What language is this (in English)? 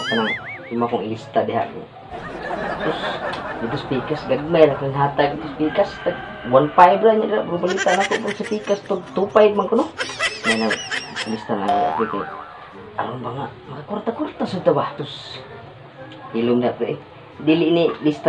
Cebuano